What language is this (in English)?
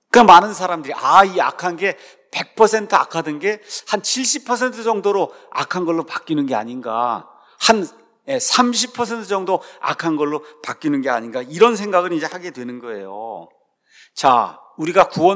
Korean